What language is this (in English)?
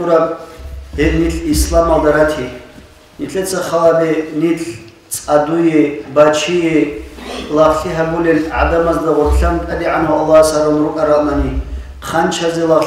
Avaric